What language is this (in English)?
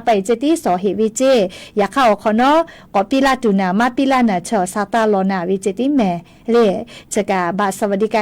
Lahu